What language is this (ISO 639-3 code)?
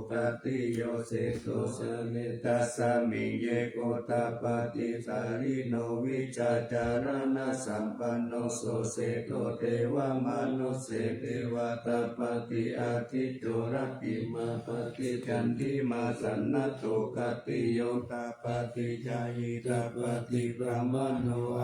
pli